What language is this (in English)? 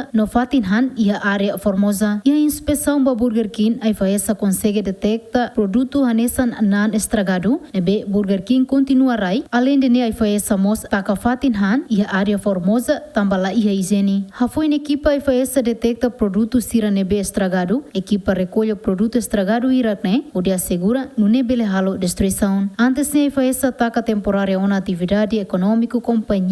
Tetum